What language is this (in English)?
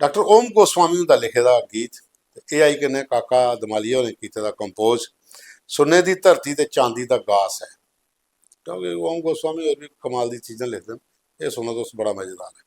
Dogri